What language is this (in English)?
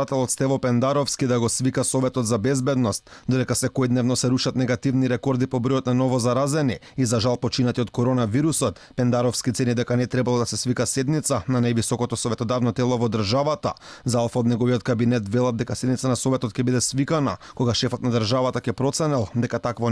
Macedonian